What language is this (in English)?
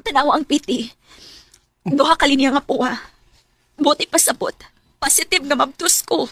Cebuano